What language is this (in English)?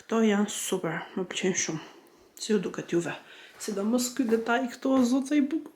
Albanian